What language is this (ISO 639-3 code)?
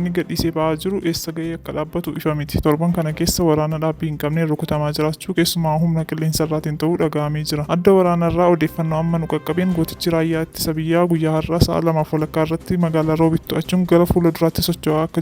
orm